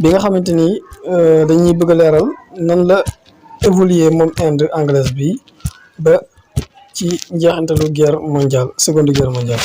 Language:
Wolof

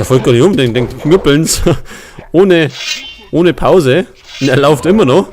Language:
Bavarian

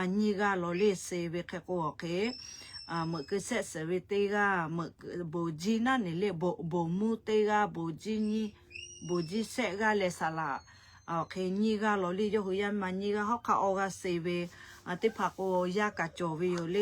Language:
Lahu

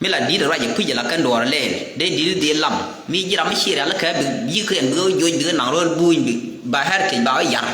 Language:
Nuer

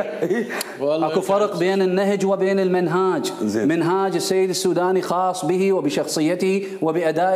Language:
Mesopotamian Arabic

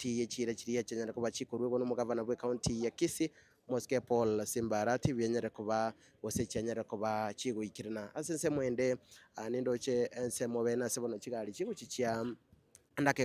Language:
Gusii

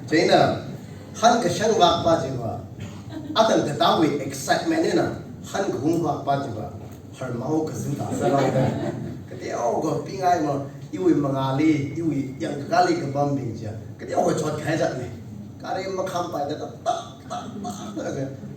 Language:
Tangkhul Naga (India)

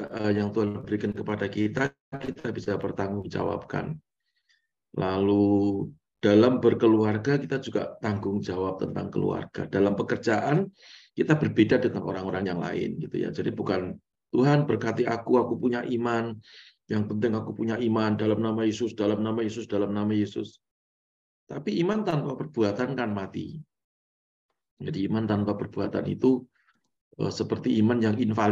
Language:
Indonesian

